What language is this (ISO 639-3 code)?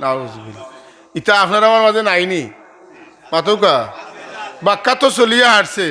syl